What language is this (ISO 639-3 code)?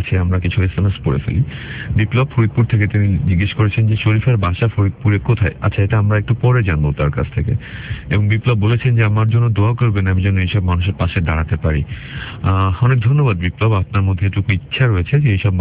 ben